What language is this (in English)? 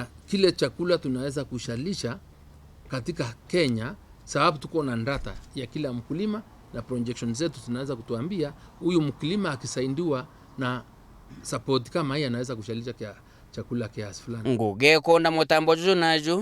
Meru